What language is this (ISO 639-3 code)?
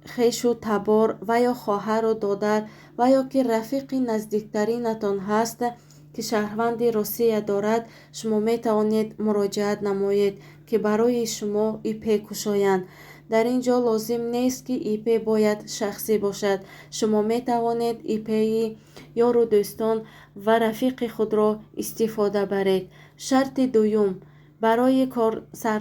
tgk